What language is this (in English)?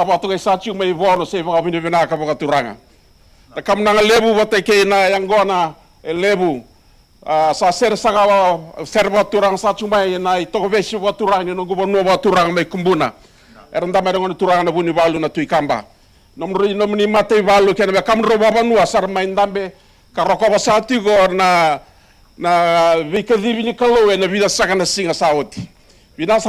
Fijian